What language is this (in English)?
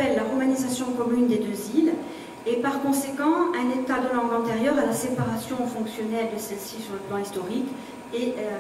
French